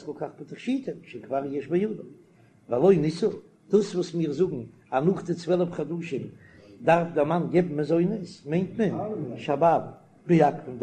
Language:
Yiddish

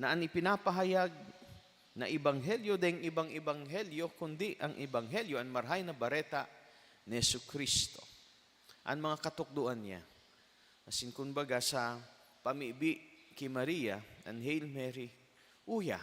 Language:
Bikol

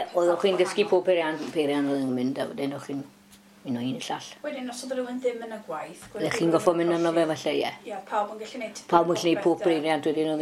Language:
Welsh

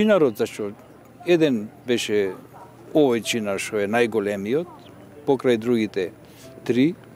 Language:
Macedonian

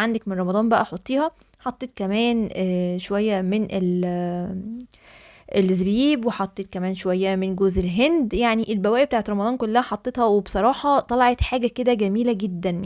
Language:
Egyptian Arabic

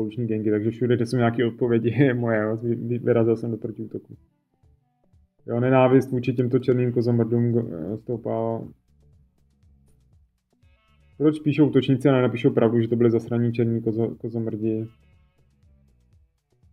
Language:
Czech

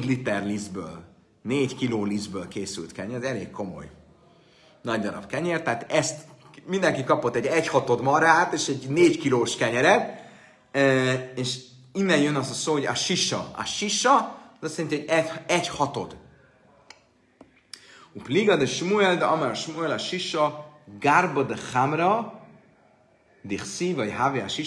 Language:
Hungarian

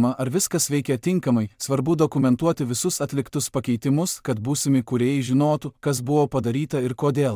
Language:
Lithuanian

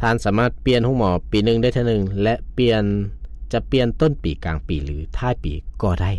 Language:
Lao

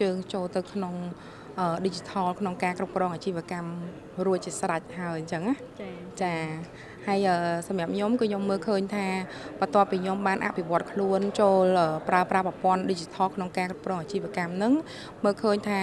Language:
Khmer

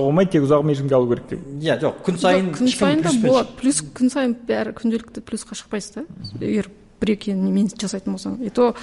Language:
Kazakh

